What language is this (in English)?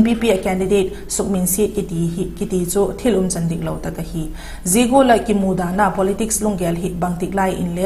Vaiphei